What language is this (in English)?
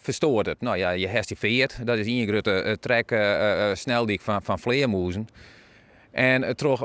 Western Frisian